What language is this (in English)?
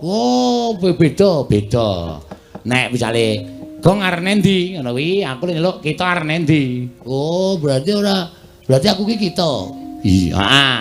Javanese